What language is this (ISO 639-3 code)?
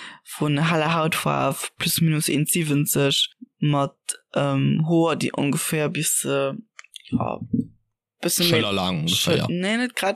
ltz